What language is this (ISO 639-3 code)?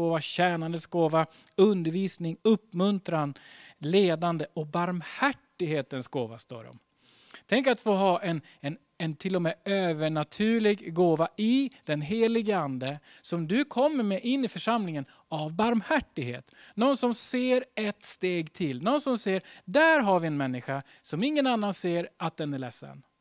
swe